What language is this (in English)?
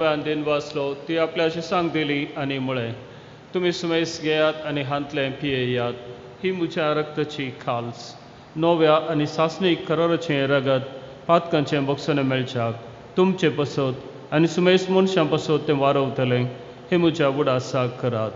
Konkani